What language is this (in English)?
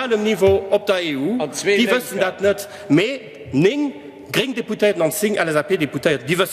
Luxembourgish